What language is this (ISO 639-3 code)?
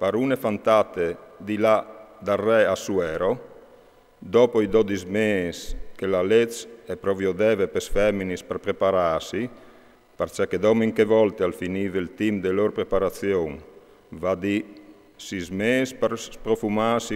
fur